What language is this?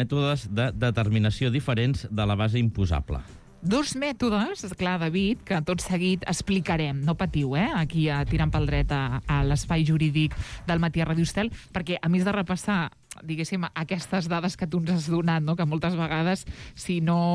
Catalan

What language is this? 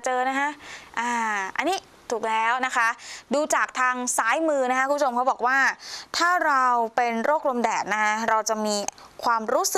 Thai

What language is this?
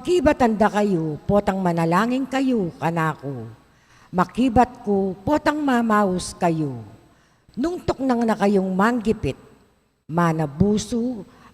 Pampanga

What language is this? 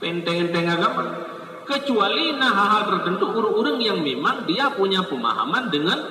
Achinese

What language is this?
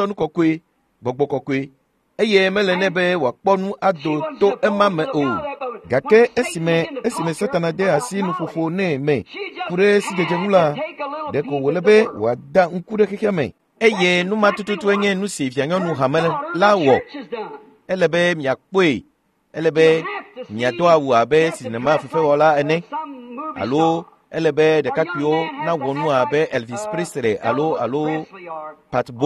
Ewe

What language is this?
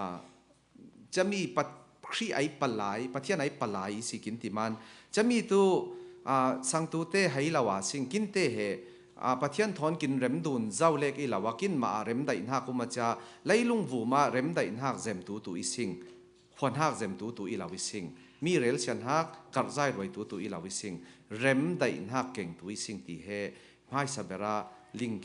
Falam Chin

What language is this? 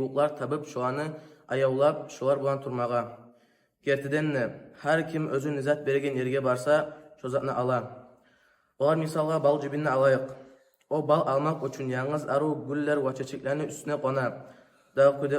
Kumyk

